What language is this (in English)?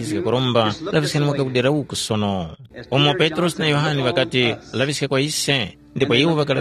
Tumbuka